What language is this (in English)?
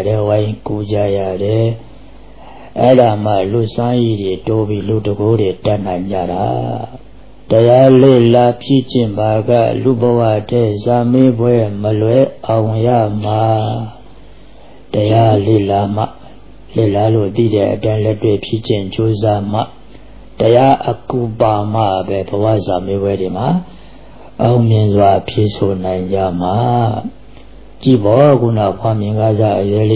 Burmese